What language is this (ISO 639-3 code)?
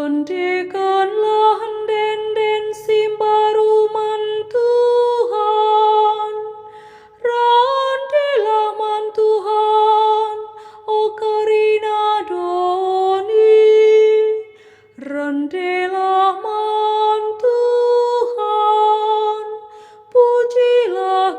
btx